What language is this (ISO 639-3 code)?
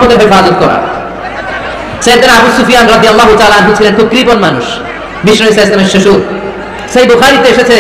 ben